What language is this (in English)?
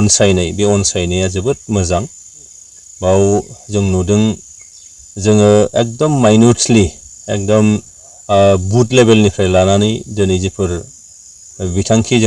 Bodo